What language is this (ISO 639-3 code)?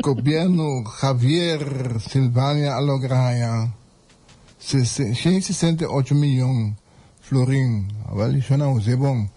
pap